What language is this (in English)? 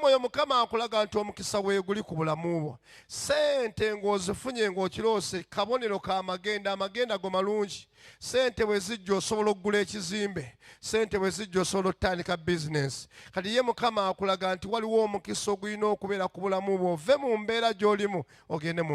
Ganda